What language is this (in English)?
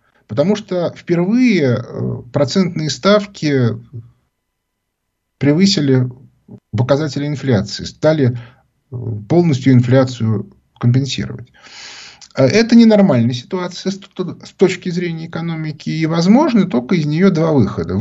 Russian